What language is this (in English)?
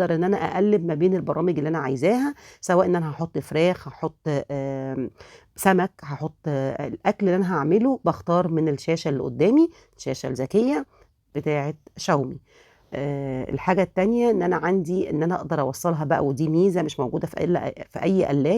Egyptian Arabic